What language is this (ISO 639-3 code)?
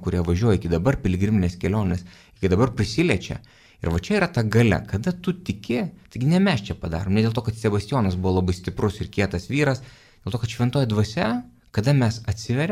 lit